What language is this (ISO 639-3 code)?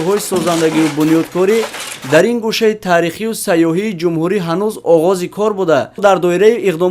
tgk